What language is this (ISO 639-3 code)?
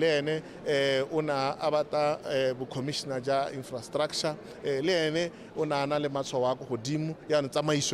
tsn